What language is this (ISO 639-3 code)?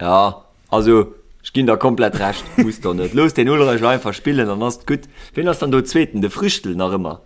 ltz